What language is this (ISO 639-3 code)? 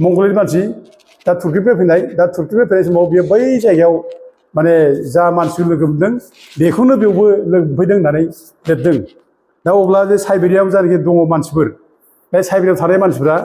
brx